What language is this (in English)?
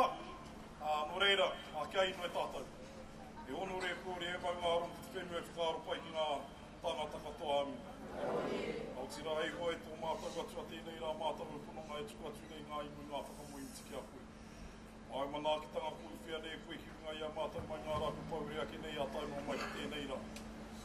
Māori